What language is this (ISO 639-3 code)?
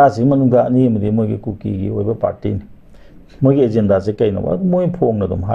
mni